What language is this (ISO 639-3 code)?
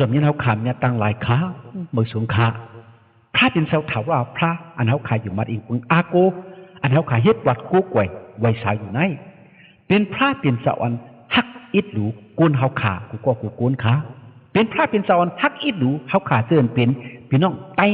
shn